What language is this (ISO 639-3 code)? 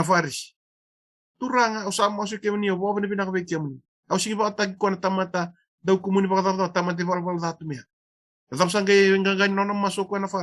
fij